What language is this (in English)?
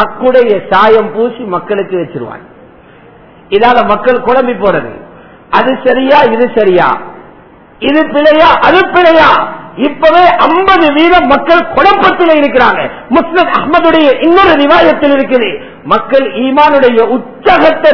Tamil